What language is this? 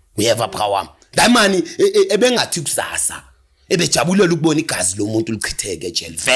Zulu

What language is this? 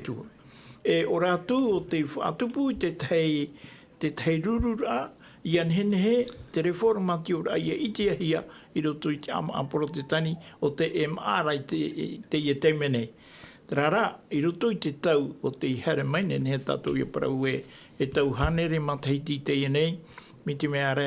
Tahitian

